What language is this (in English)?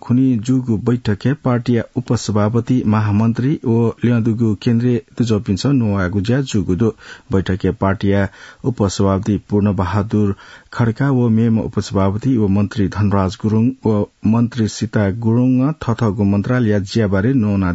Newari